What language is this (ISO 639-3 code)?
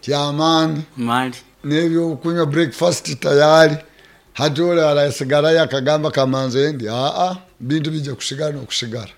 nyo